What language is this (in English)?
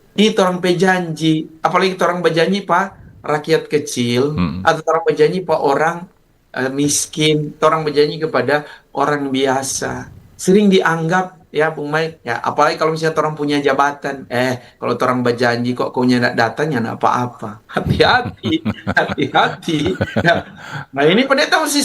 Manado Malay